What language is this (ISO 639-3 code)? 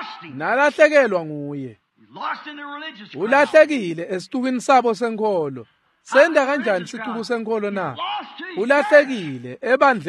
ssw